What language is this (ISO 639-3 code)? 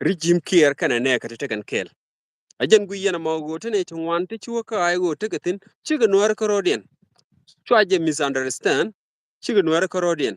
nus